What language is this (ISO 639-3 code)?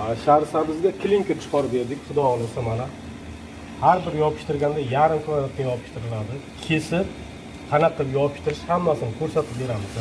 uzb